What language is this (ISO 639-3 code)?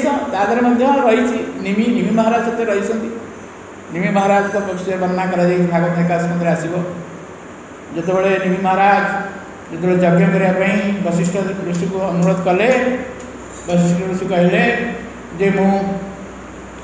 ori